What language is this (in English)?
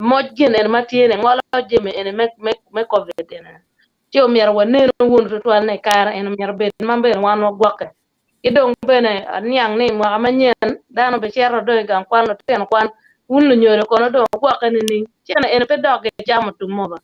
Acoli